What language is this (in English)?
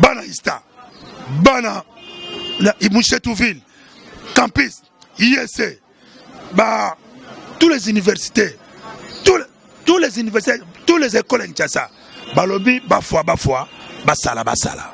Lingala